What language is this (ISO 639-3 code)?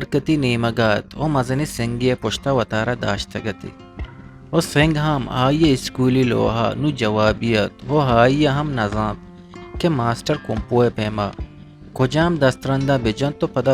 bal